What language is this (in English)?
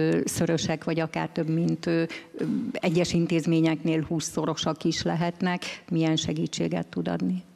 Hungarian